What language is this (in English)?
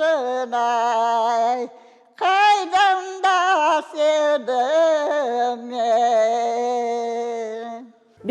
Crimean Tatar